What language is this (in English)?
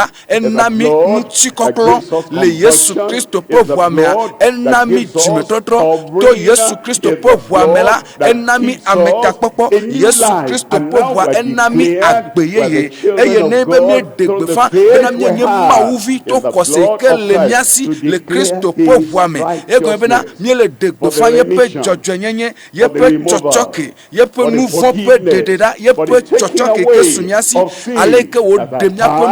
Ewe